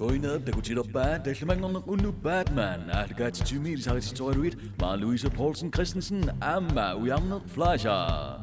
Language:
Kalaallisut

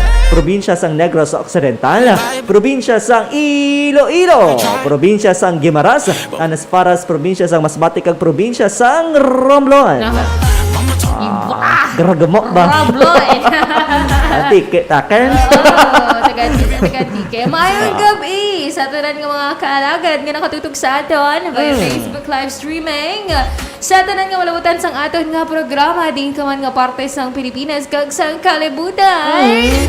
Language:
Hiligaynon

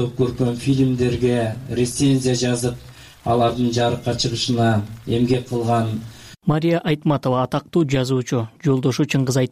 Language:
Kyrgyz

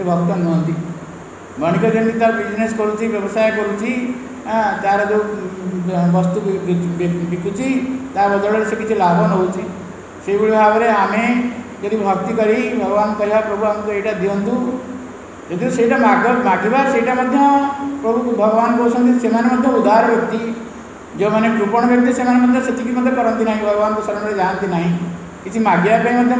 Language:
Odia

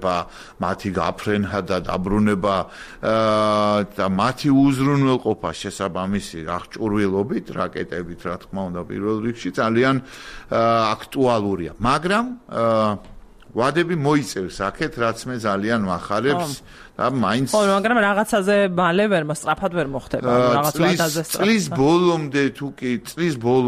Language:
Georgian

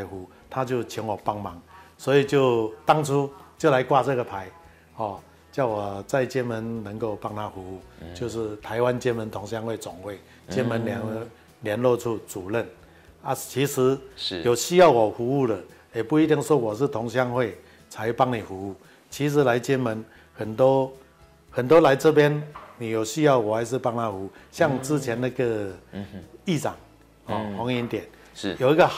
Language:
Chinese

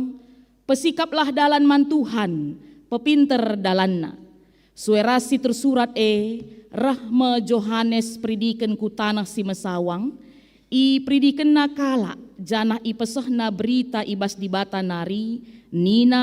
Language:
Batak Karo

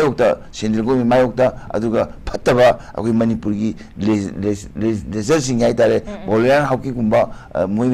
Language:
Manipuri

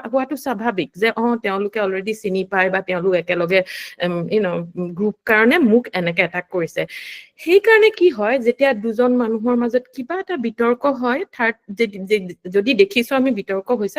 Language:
Assamese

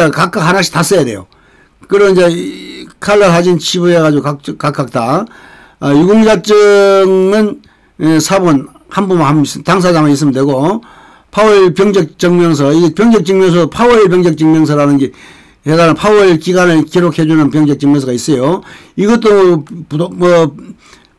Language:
Korean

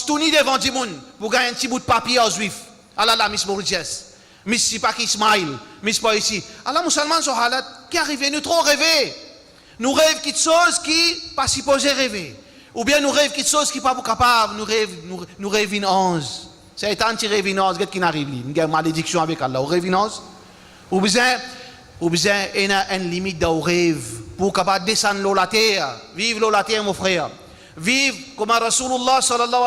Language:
Morisyen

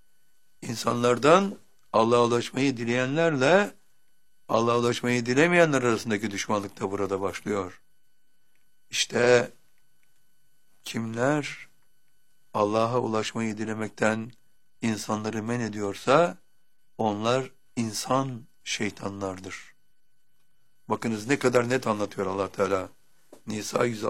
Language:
Turkish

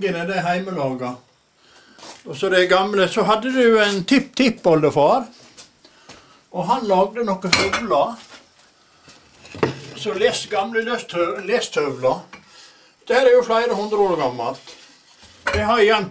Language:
Norwegian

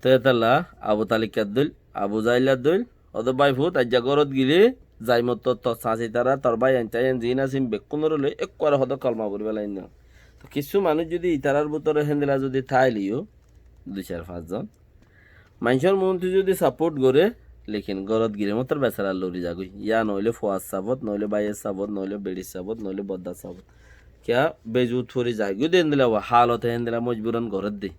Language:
Rohingya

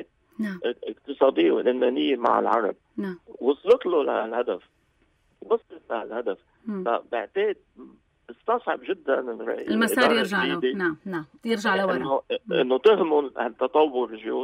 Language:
North Levantine Arabic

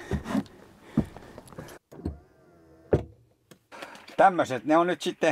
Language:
Finnish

